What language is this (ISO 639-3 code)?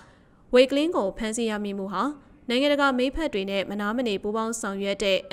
mya